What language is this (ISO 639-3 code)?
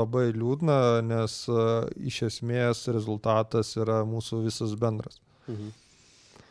lit